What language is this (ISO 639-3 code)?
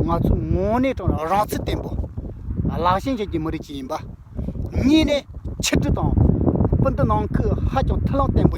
bod